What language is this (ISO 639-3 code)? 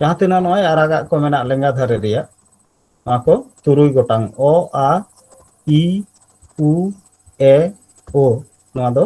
sat